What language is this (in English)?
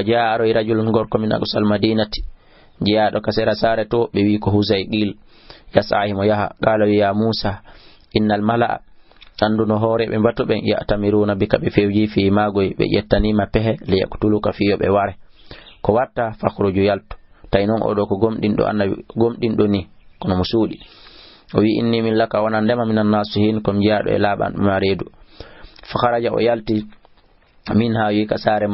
Fula